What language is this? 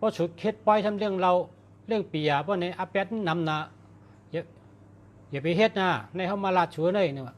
Shan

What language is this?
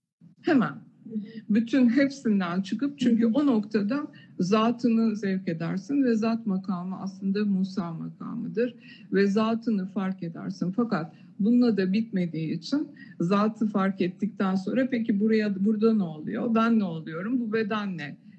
Turkish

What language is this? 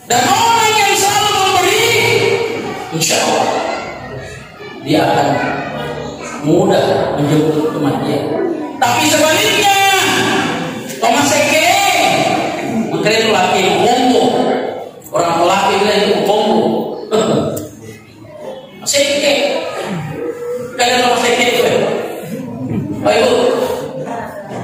Indonesian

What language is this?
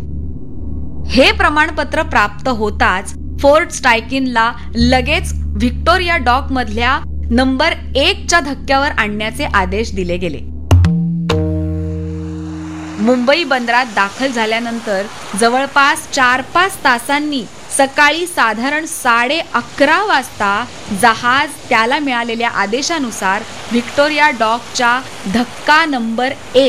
Marathi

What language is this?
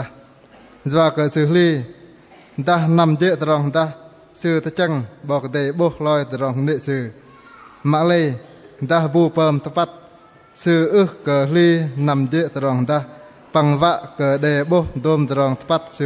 Bahnar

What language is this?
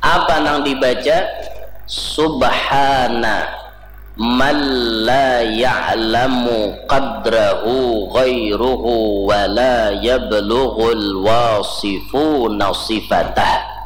Banjar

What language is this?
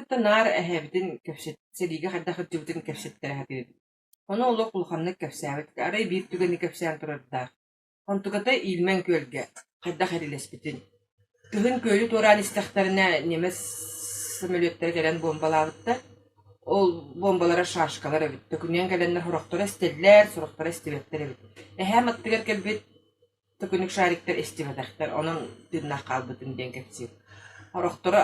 Yakut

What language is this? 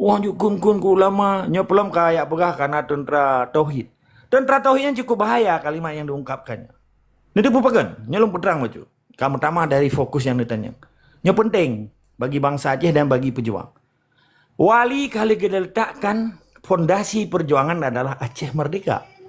Achinese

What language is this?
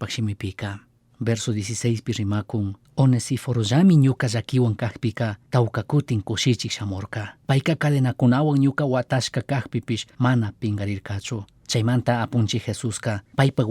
Chimborazo Highland Quichua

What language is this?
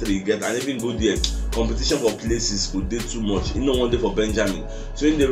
Nigerian Pidgin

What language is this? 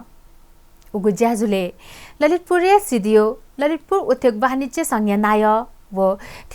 Newari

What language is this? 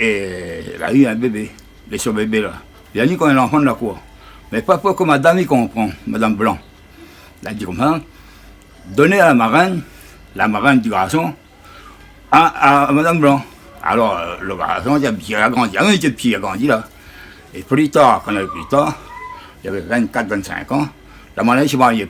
Réunion Creole French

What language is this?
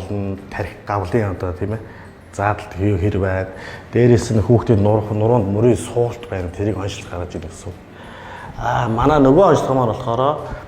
Mongolian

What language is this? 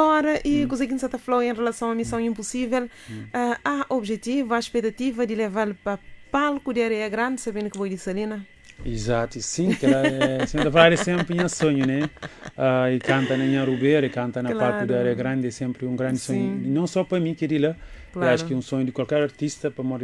Kabuverdianu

